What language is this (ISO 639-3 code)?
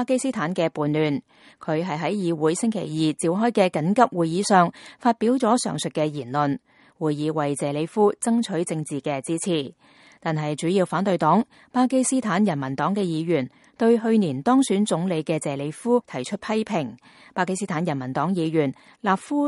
yue